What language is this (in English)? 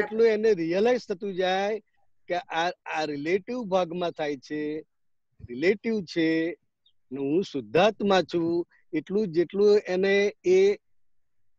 Gujarati